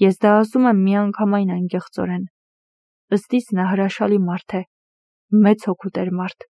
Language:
Armenian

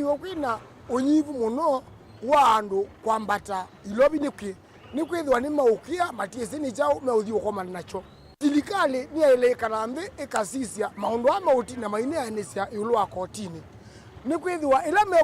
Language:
Kamba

